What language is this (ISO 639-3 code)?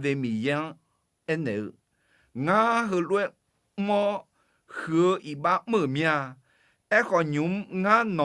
ahk